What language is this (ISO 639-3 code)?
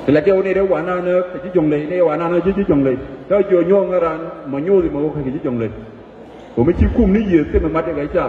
nus